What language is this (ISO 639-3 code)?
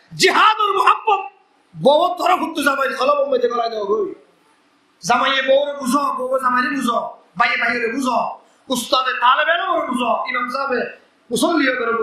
rhg